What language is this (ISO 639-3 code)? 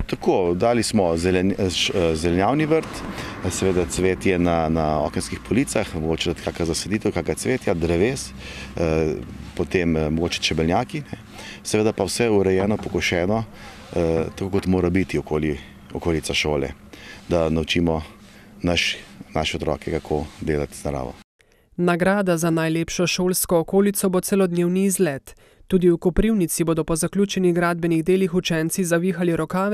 slv